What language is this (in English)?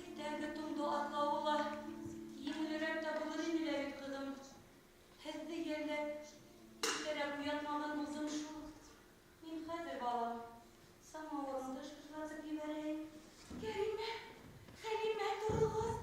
Bashkir